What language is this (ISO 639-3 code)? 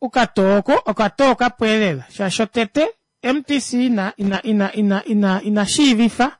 kua